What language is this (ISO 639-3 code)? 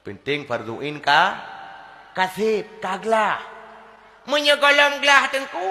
ace